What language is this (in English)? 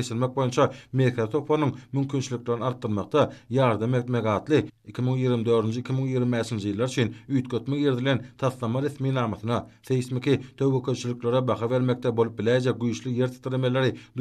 Turkmen